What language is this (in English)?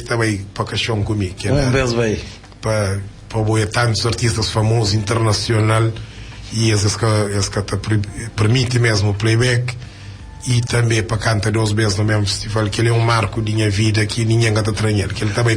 Kabuverdianu